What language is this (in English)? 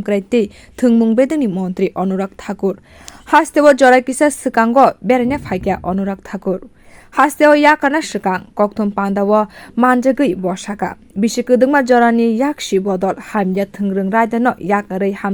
Kok Borok